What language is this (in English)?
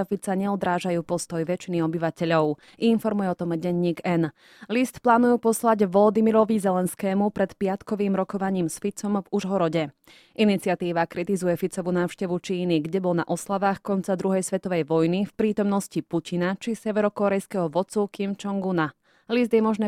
Slovak